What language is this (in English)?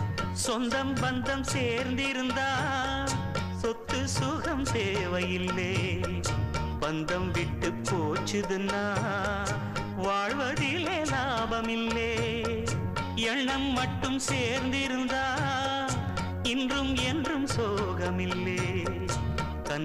Tamil